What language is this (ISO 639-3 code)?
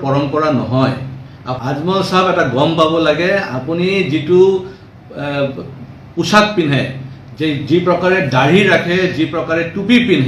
asm